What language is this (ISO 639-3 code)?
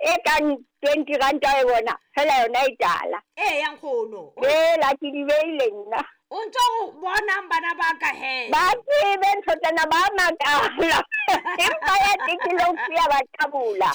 sot